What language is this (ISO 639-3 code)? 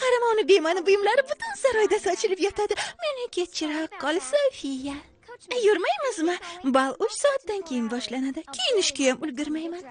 uzb